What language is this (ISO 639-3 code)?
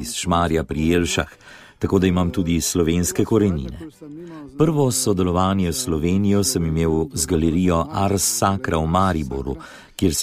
slv